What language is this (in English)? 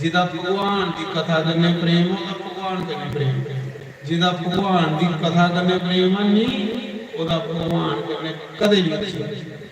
Dogri